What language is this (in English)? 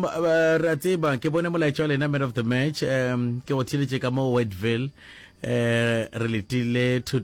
Northern Sotho